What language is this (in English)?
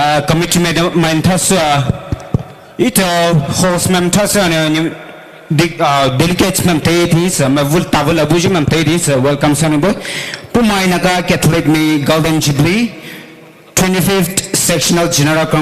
Poumei Naga